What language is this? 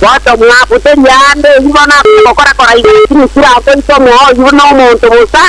Gusii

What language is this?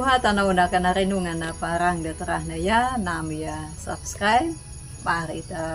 Anakalangu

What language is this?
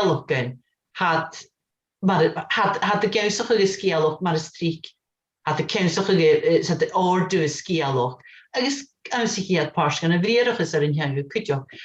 Scottish Gaelic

